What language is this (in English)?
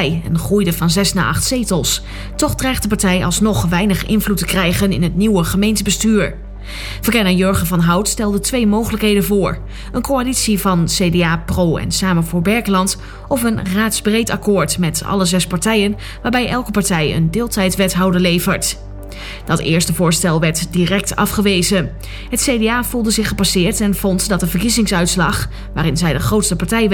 Dutch